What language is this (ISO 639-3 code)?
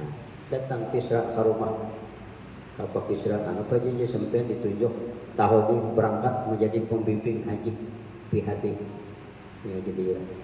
bjn